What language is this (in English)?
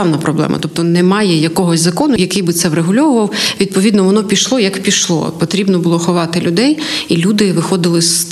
Ukrainian